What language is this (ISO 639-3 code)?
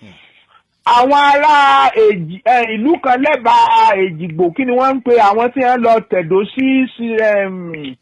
yor